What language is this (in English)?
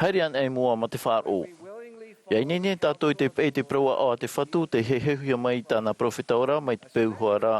Tahitian